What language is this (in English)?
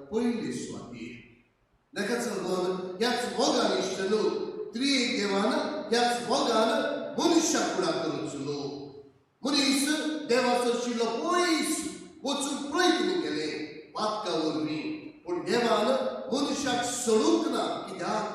Konkani